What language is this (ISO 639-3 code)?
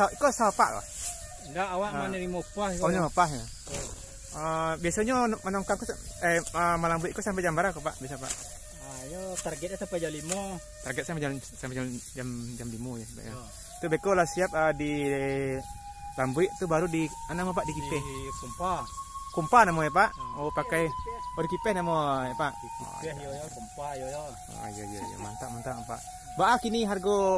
min